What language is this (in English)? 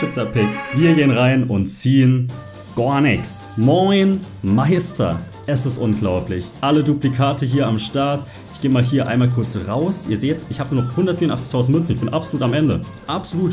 German